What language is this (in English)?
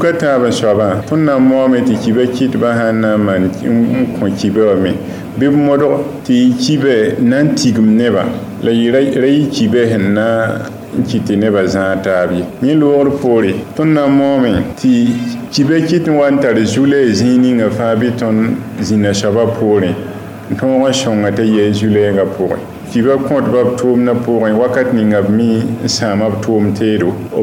Mossi